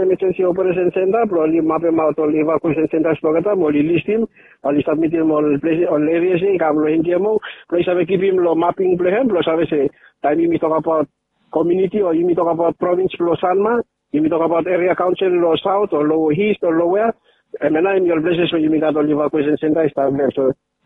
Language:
Bislama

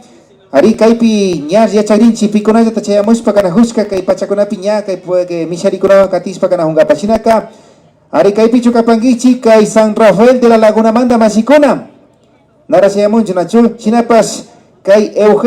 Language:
Imbabura Highland Quichua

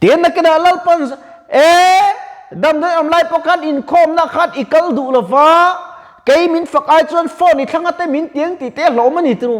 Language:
Mizo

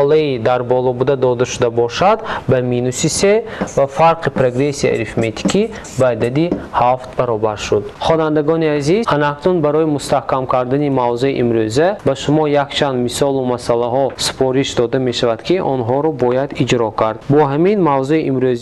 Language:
Tajik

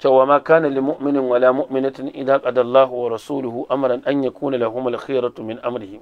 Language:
Hausa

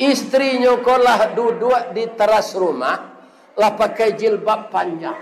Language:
Minangkabau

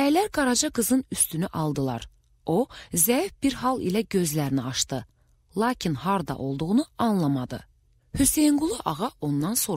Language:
Azerbaijani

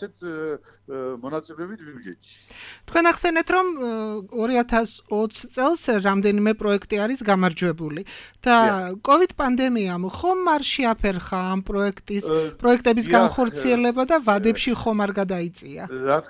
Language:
Georgian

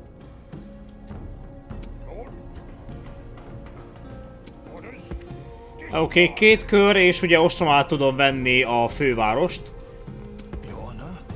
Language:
Hungarian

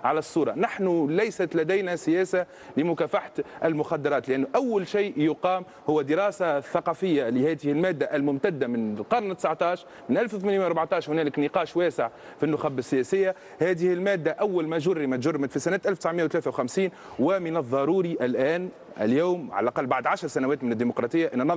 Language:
Tunisian Arabic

